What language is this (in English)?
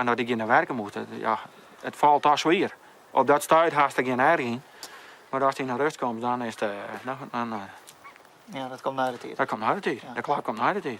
Western Frisian